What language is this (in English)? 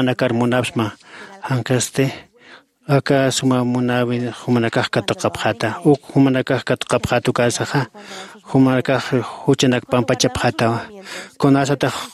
Aymara